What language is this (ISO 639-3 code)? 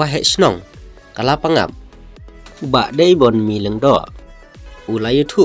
kha